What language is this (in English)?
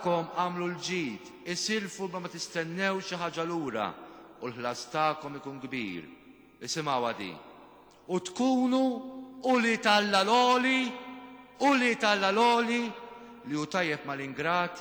Maltese